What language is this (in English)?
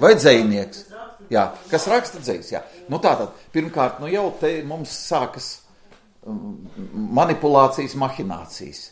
Latvian